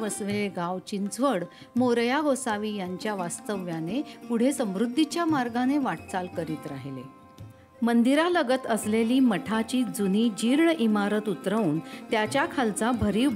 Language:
Marathi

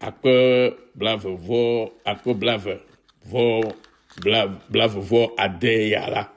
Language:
Ewe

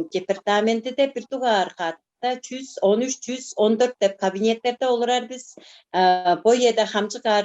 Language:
Tuvinian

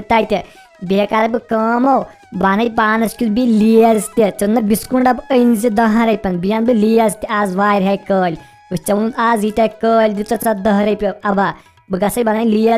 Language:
Kashmiri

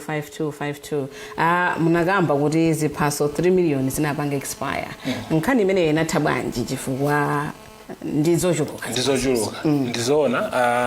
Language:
Nyanja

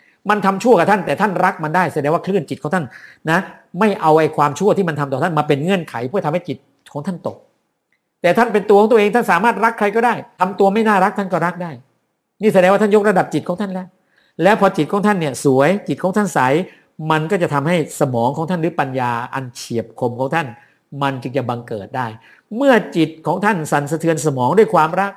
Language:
Thai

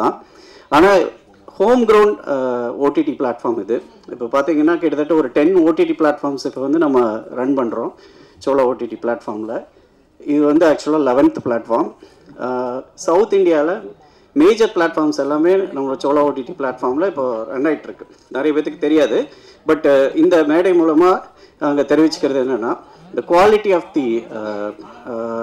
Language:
Tamil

